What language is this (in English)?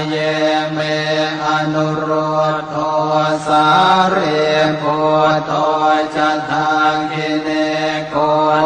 Pali